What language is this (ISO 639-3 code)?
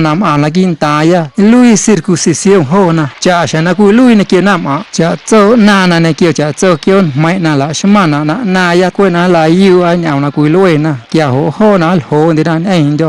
amu